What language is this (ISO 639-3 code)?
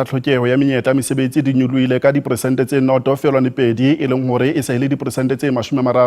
sot